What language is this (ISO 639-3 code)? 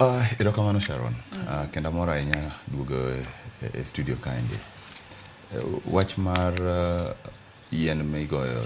luo